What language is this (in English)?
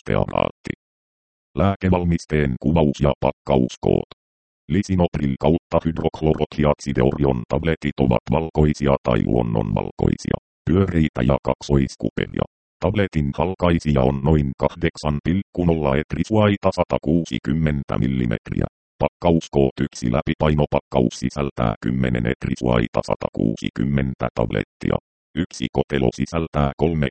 Finnish